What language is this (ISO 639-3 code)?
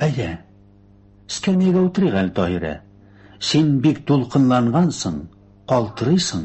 tat